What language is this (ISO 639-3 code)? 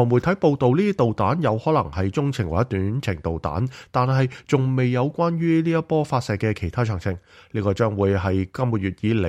yue